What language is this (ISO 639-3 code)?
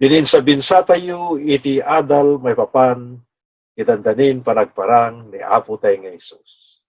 ilo